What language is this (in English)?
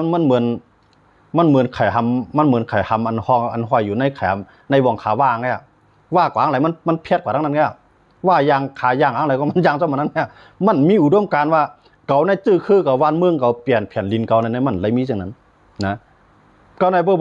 Shan